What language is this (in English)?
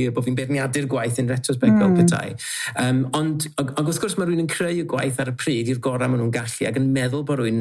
Welsh